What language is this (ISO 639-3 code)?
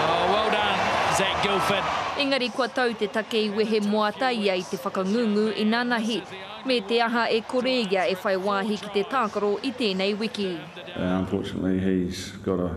mri